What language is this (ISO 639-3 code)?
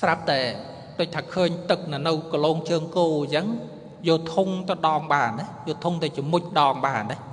khm